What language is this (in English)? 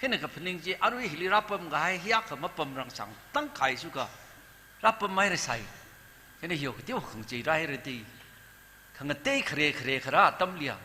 Tangkhul Naga (India)